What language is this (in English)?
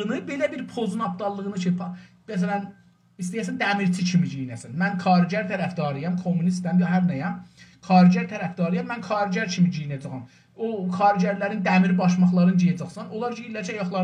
South Azerbaijani